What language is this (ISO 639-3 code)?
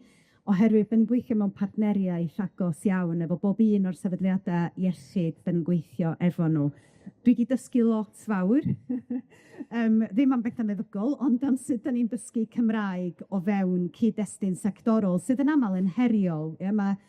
cym